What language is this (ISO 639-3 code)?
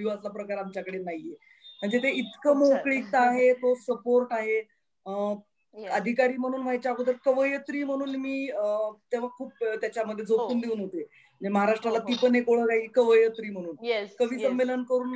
mar